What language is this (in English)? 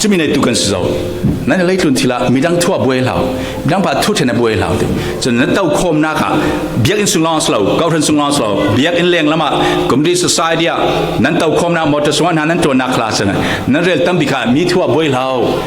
Falam Chin